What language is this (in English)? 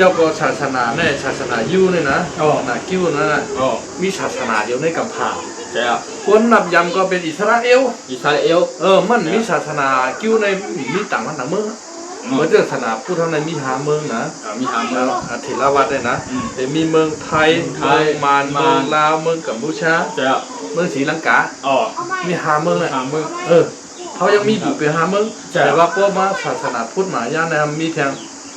Shan